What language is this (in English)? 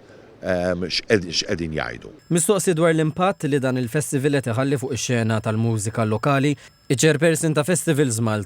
Maltese